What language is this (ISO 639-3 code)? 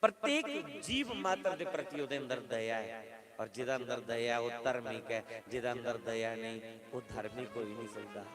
doi